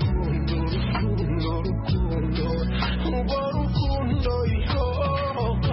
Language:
Kinyarwanda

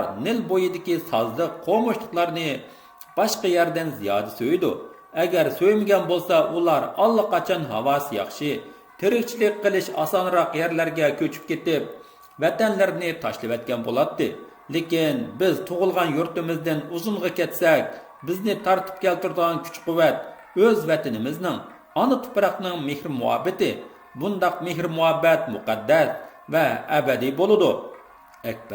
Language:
Uyghur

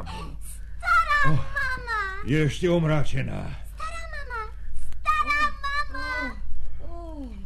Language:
Slovak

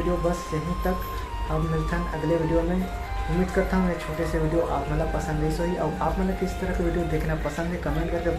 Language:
Chhattisgarhi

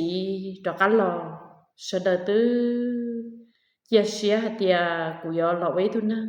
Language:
Hmong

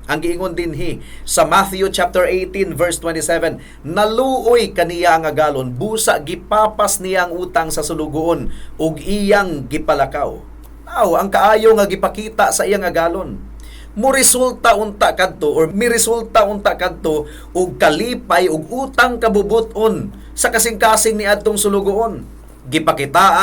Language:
Cebuano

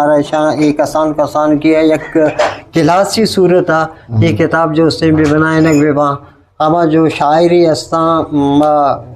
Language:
Eastern Balochi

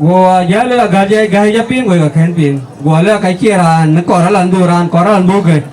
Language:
Dinka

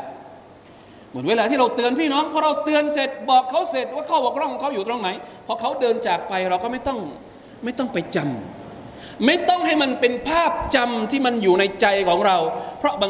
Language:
Thai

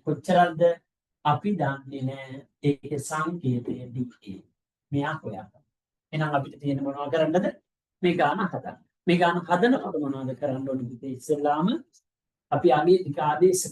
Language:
Sinhala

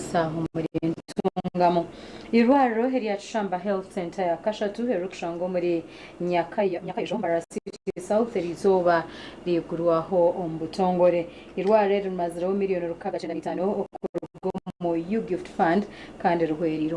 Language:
Nyankole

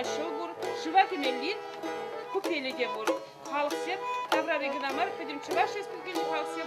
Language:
Chuvash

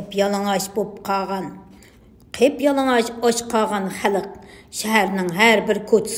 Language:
Uyghur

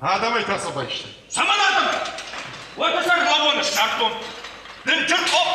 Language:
Ossetic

